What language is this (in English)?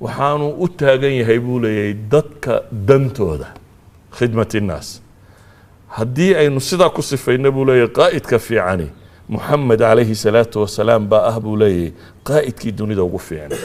Somali